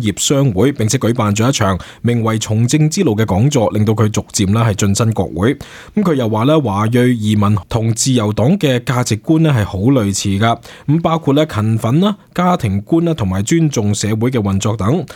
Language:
Cantonese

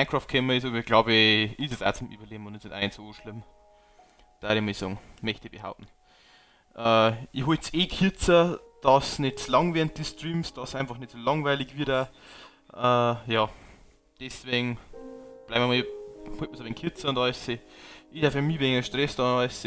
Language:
Bavarian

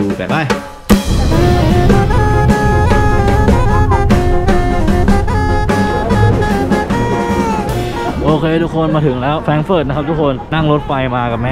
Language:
Thai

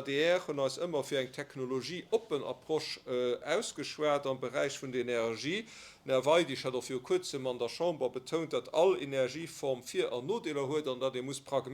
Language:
Luxembourgish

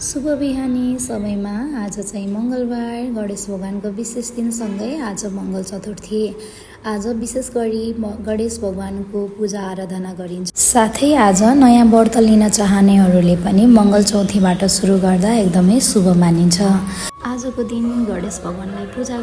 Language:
Nepali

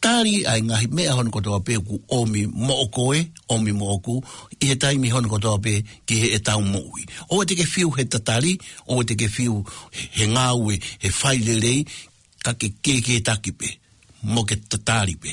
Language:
Tongan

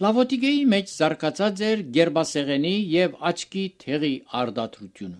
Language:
Armenian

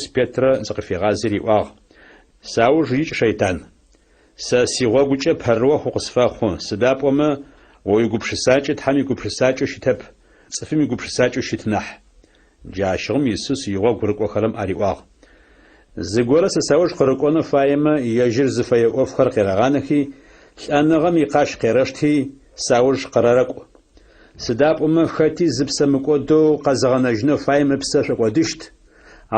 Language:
Adyghe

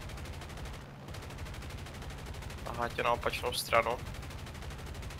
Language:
Czech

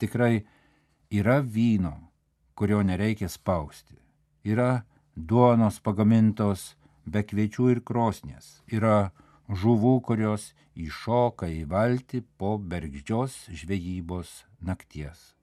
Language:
Lithuanian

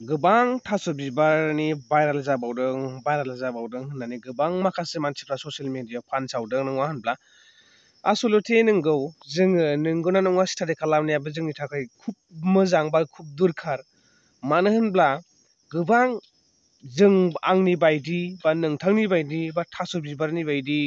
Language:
Bodo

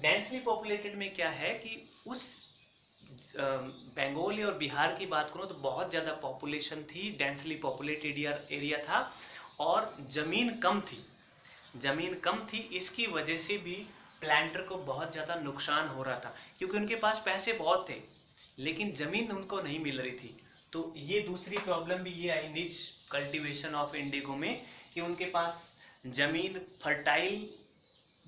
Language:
Hindi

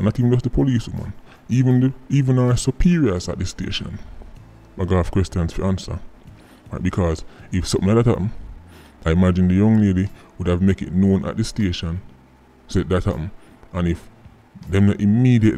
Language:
Jamaican Creole English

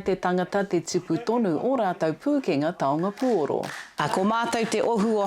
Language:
Māori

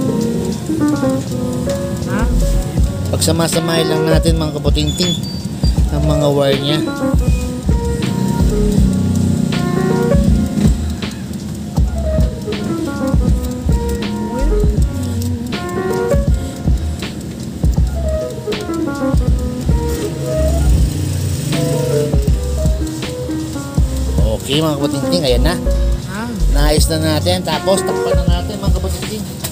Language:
Filipino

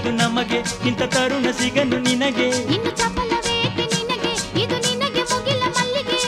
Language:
Kannada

